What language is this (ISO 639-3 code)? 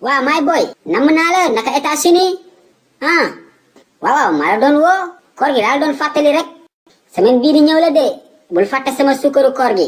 wol